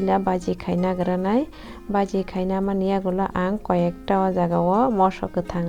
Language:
Kok Borok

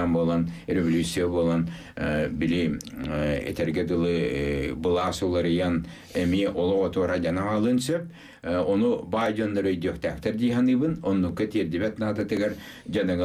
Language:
Yakut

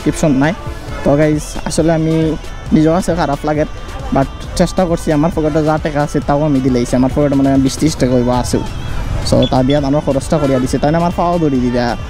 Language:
Sylheti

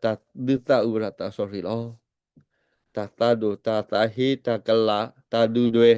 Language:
S'gaw Karen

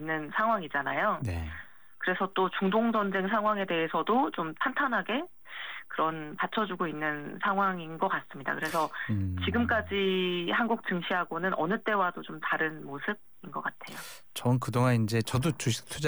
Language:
Korean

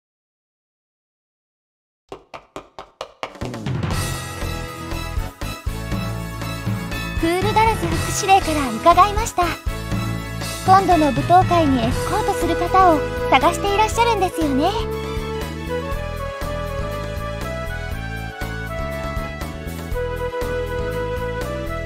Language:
Japanese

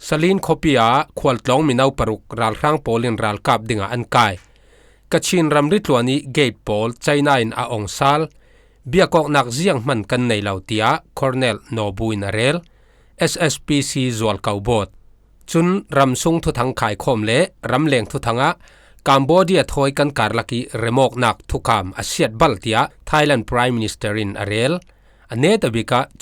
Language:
Falam Chin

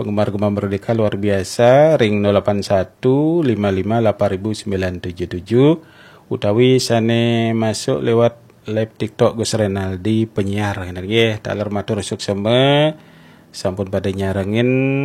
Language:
Balinese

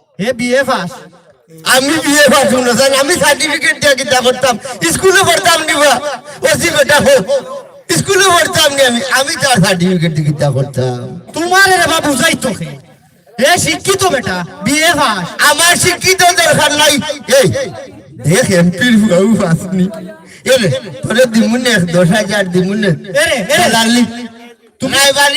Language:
Sylheti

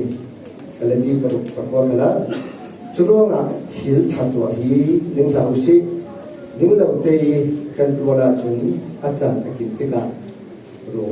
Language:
Falam Chin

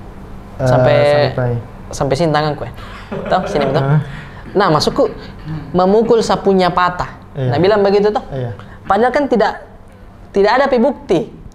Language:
Makassar Malay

